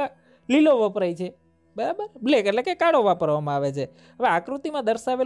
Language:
Gujarati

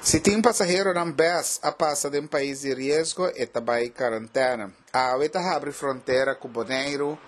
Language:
Papiamento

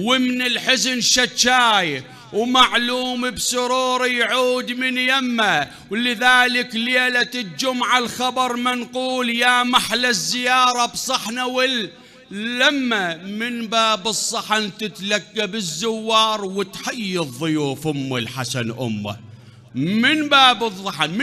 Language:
Mesopotamian Arabic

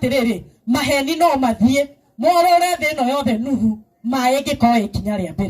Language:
Kikuyu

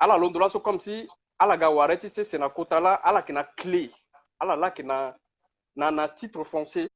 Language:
Sango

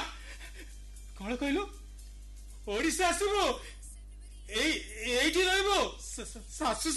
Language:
Odia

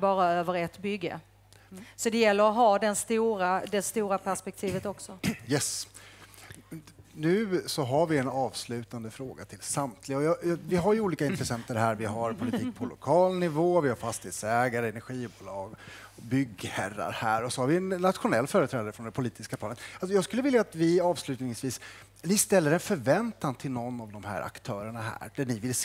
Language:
Swedish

